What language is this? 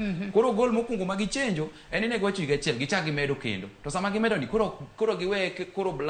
Luo (Kenya and Tanzania)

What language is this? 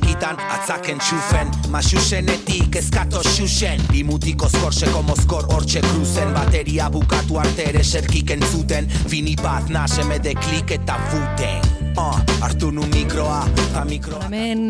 Basque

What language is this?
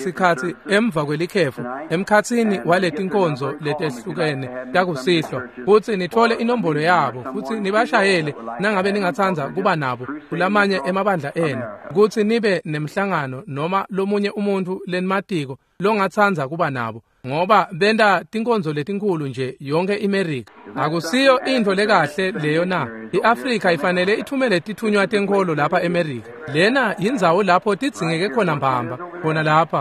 Swati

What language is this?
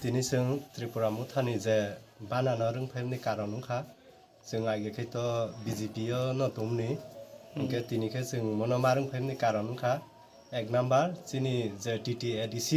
Kok Borok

